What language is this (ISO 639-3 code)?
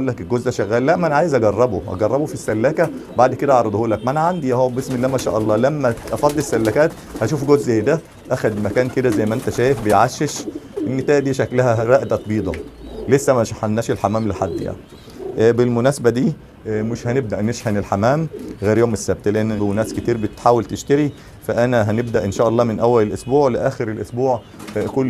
arz